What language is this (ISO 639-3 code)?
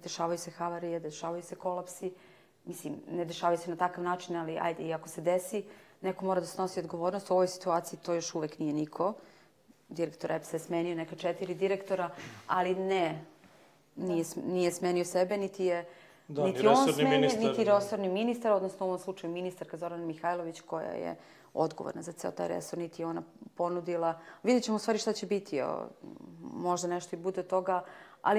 srp